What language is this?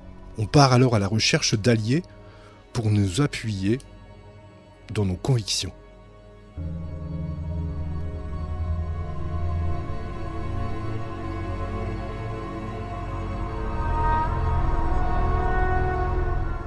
French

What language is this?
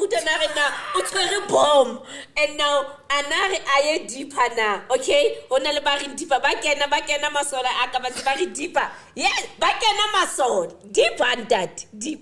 Southern Sotho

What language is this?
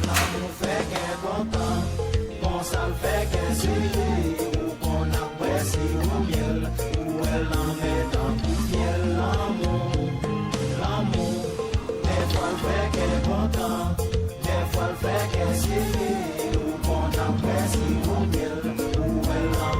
Haitian Creole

